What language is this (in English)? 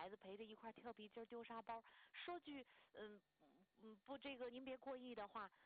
Chinese